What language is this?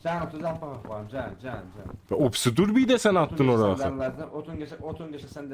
South Azerbaijani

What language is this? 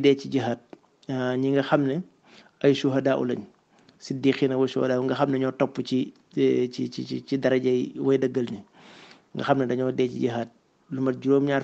Wolof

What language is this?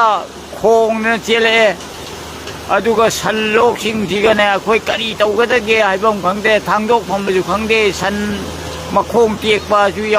Manipuri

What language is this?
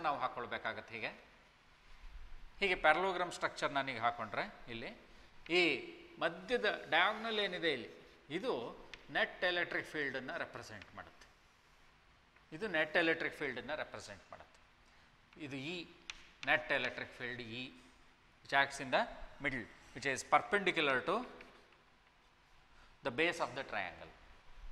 Kannada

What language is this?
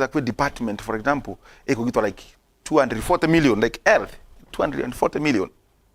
Meru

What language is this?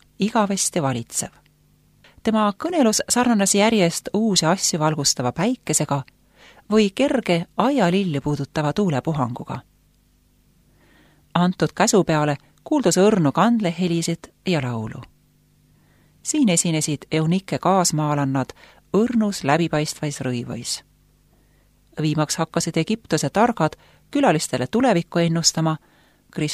Estonian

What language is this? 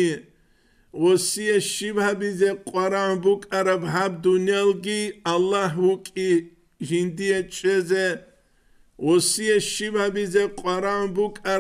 Avaric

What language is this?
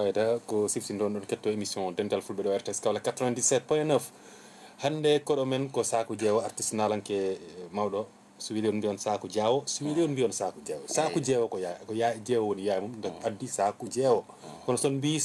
Fula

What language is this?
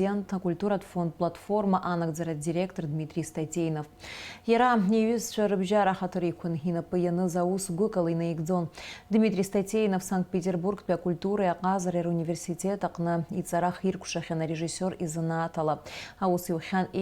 Abkhazian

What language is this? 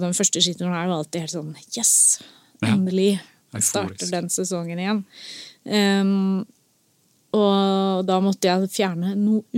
Norwegian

